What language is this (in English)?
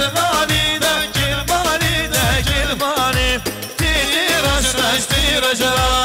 Kurdish